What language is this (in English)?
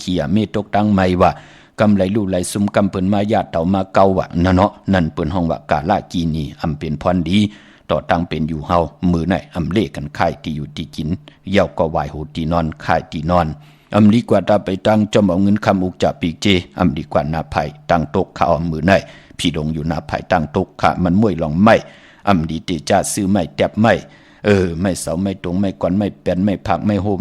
Shan